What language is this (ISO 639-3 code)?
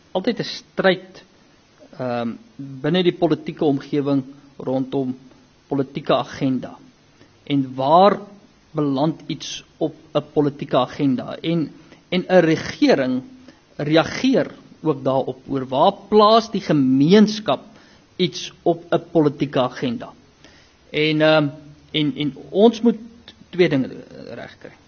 afr